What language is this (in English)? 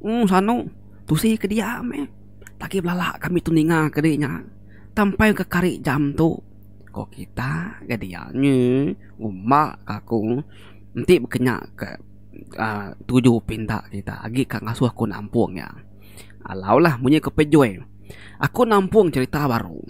Iban